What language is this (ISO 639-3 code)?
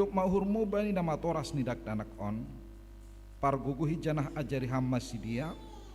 bts